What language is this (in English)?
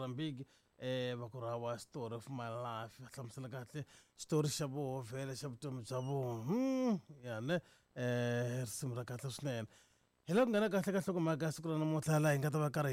Tsonga